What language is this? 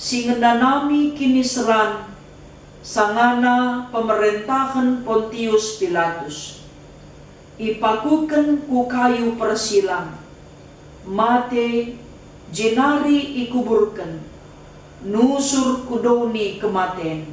Batak Karo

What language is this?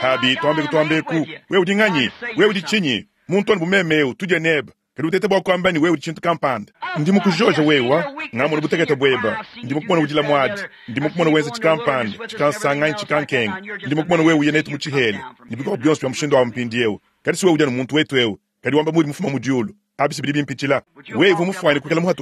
Luba-Lulua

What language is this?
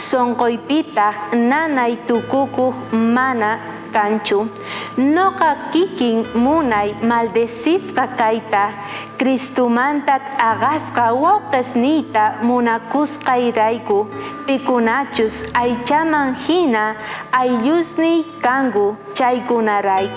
South Bolivian Quechua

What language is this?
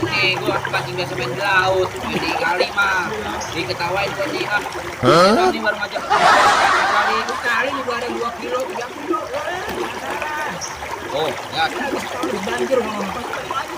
Betawi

